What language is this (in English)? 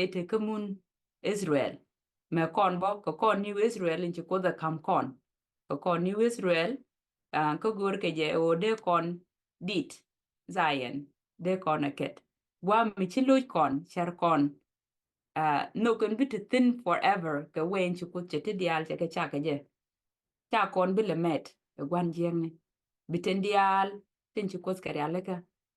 Nuer